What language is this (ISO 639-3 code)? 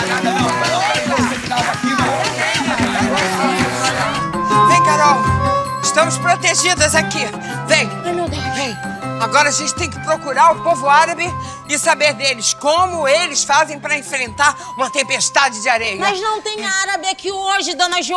por